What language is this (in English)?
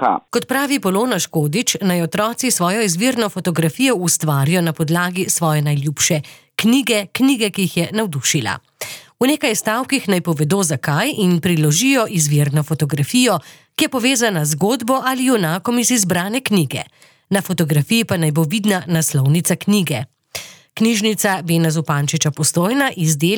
Slovenian